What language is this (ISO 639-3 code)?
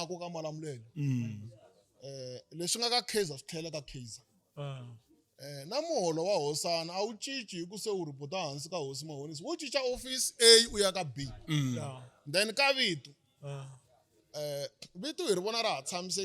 tso